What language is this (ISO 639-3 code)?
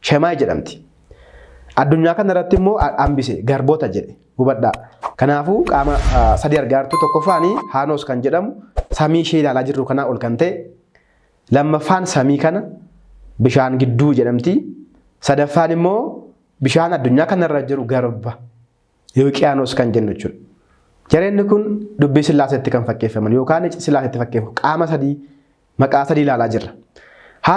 orm